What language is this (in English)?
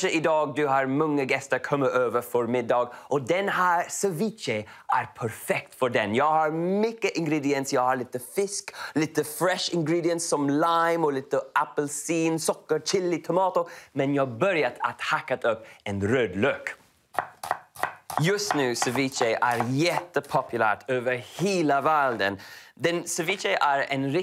Swedish